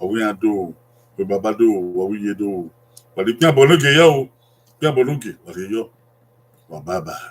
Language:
Bini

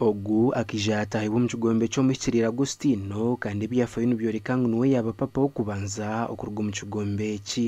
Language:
Nyankole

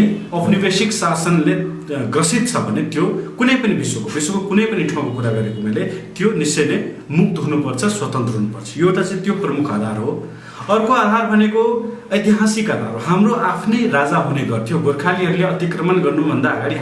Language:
Nepali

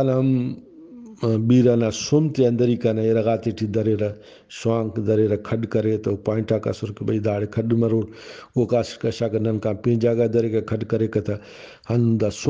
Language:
Brahui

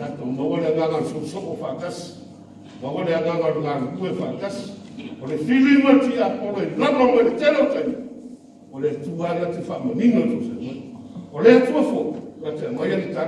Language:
Samoan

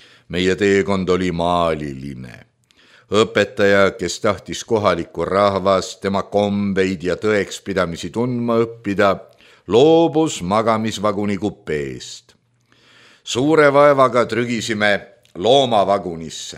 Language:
Estonian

